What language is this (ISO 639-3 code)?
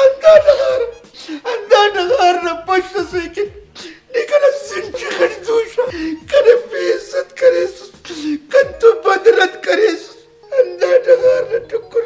brh